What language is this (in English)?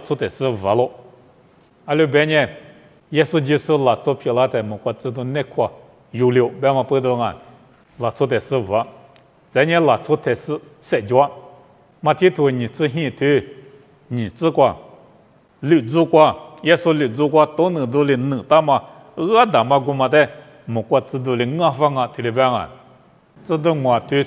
Lisu